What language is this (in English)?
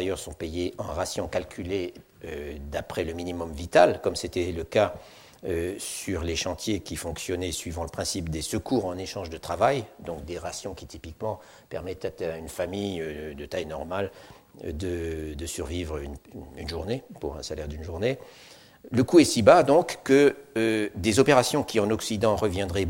French